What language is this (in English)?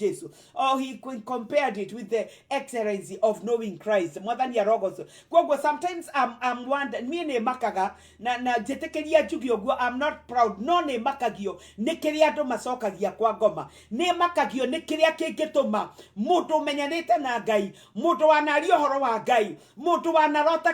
Kikuyu